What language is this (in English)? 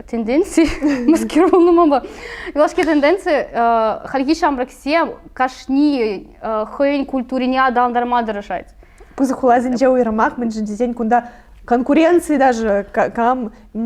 Chuvash